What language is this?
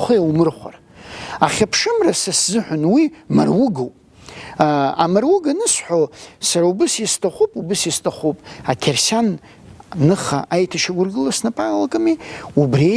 Abkhazian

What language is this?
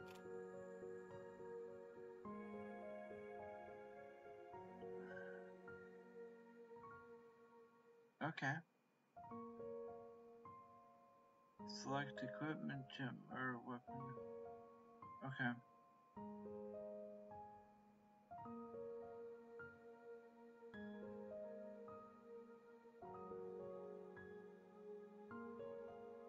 English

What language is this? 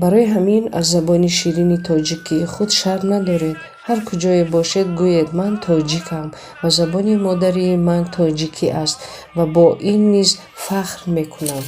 Tajik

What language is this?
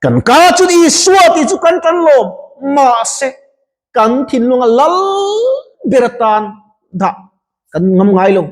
Mizo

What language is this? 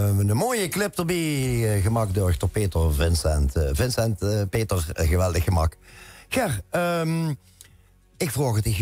Limburgish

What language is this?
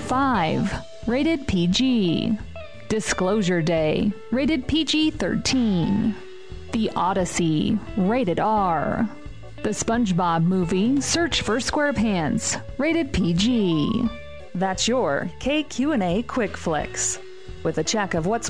English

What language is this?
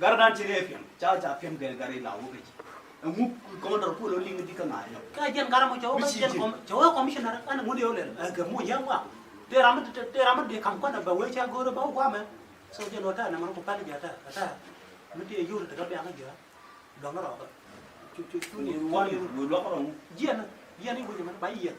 Nuer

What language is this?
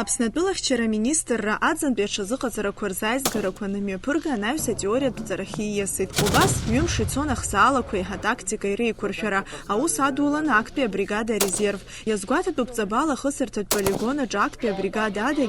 Abkhazian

